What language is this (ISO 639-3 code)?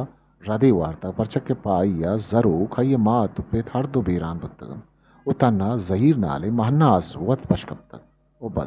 bgp